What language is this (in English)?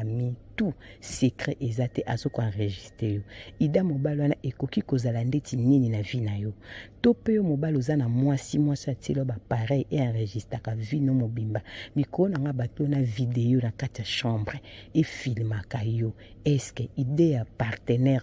Lingala